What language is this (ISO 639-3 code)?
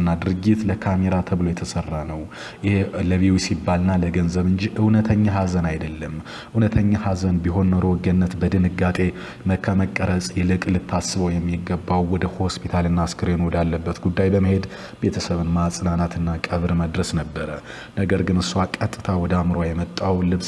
amh